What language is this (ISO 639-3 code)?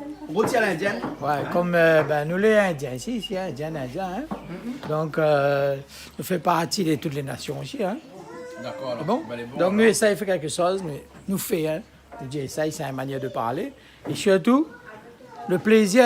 rcf